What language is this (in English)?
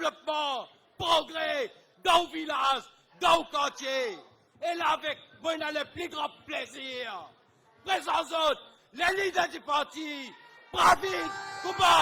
Morisyen